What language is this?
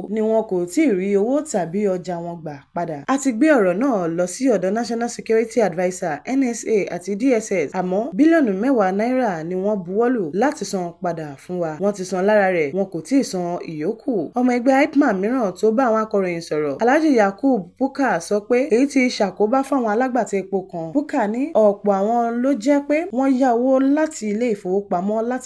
Yoruba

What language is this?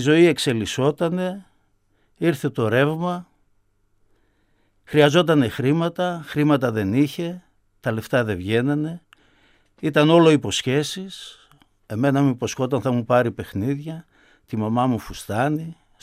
Greek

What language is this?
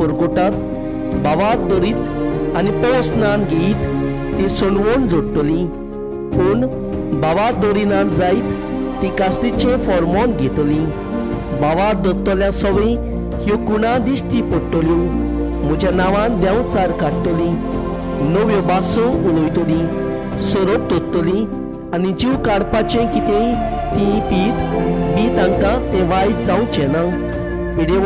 Konkani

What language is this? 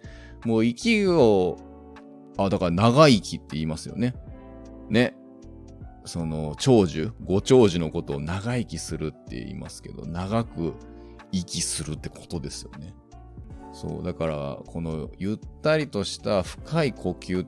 Japanese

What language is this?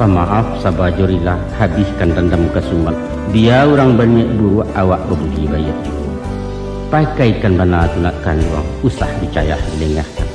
Minangkabau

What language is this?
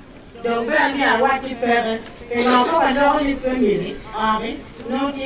Acoli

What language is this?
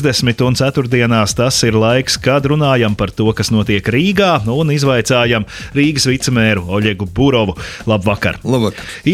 Latvian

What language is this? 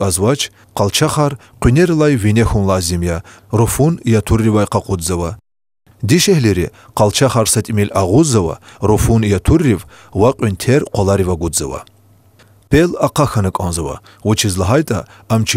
Lezghian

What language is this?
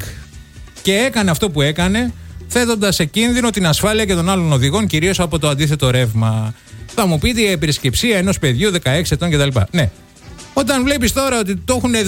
Greek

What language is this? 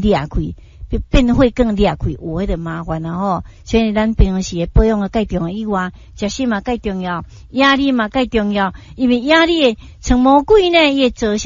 Min Nan Chinese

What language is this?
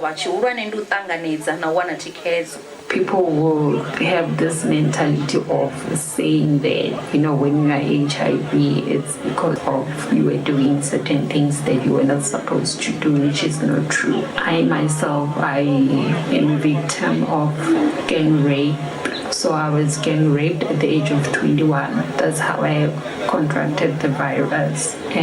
Venda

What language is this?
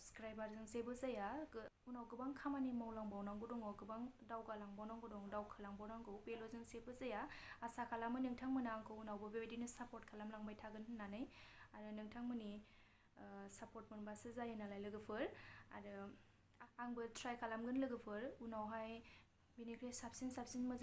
Bodo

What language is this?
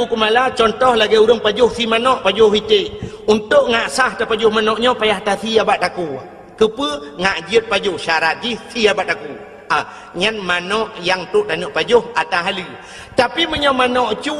Achinese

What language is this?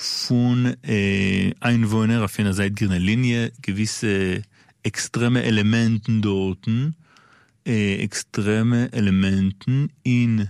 Yiddish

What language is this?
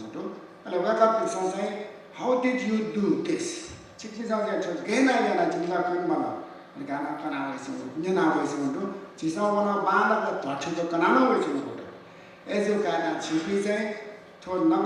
Newari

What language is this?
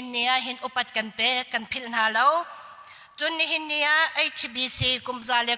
Hakha Chin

